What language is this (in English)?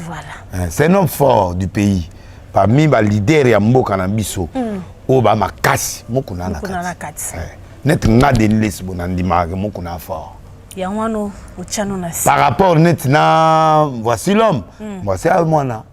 Lingala